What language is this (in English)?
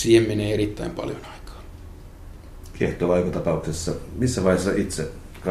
Finnish